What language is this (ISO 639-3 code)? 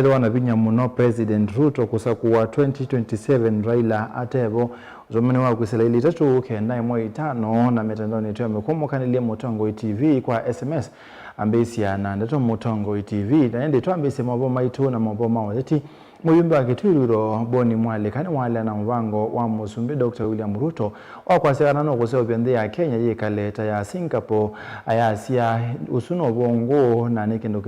kam